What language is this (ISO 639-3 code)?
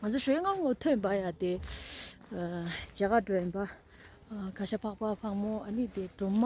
bod